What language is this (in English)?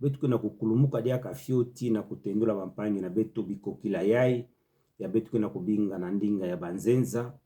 Kituba (Democratic Republic of Congo)